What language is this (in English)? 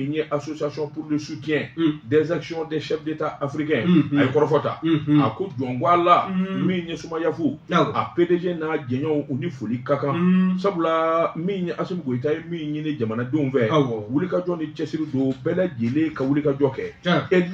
Bambara